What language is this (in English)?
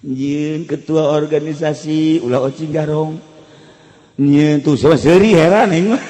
Sundanese